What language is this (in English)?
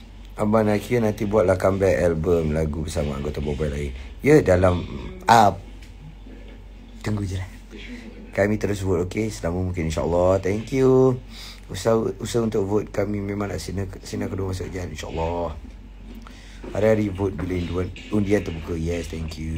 Malay